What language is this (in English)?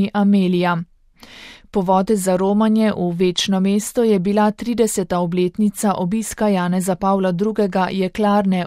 Slovenian